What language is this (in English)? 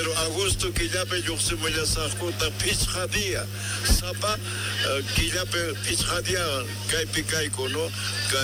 Quechua